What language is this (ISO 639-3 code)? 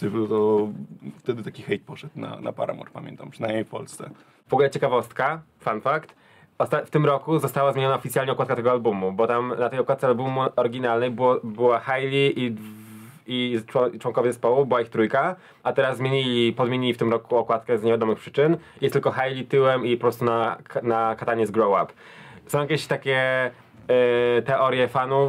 pol